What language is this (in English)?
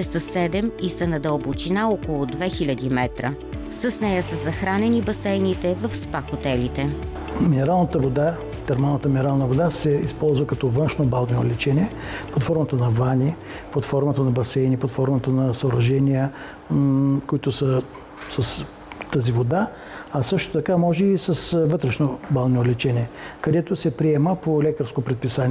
Bulgarian